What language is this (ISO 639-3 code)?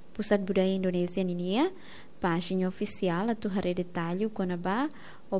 tet